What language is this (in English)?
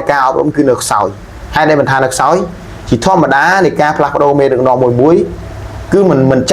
Khmer